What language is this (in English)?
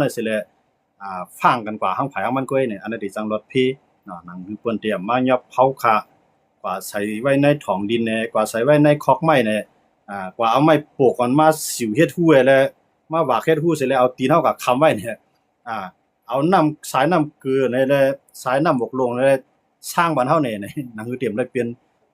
Shan